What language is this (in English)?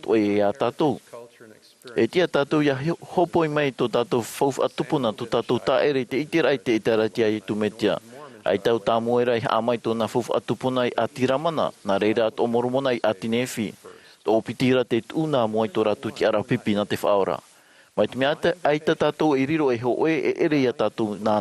Tahitian